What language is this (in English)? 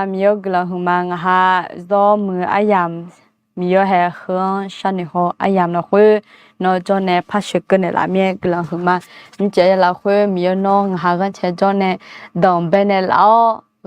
Akha